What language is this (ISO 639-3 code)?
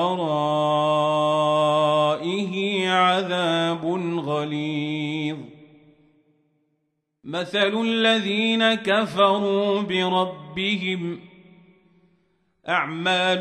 ara